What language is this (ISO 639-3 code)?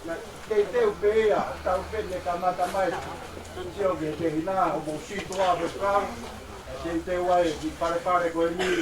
ton